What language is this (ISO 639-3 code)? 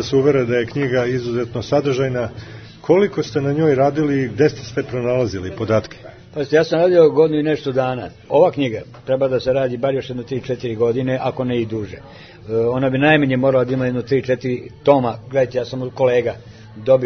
srp